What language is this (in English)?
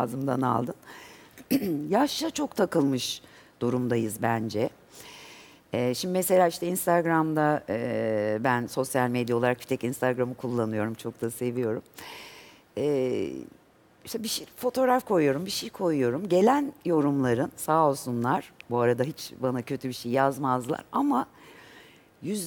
Turkish